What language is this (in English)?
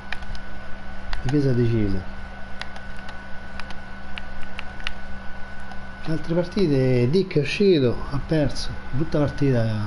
Italian